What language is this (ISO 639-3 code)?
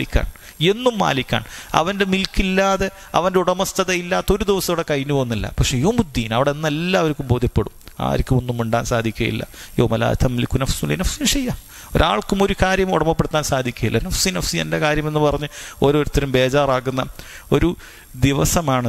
mal